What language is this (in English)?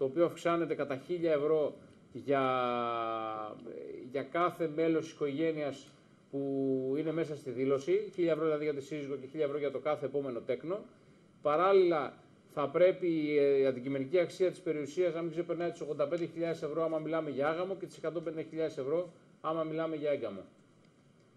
Greek